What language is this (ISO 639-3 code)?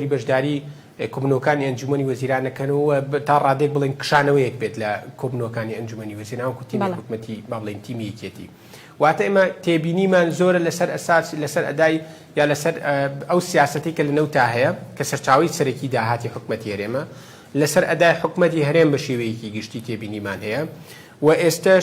ckb